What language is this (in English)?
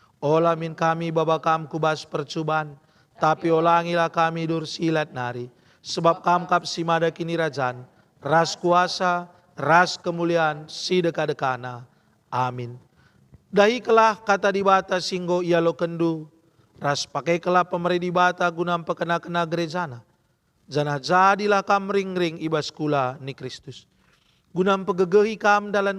Batak Karo